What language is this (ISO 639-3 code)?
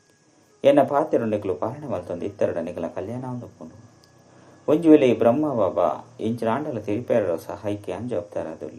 tcy